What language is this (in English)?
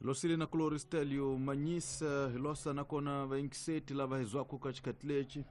Tsonga